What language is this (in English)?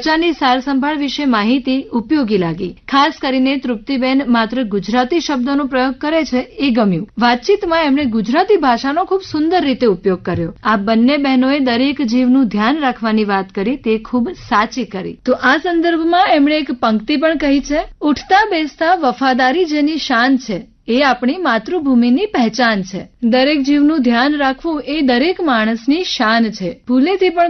Gujarati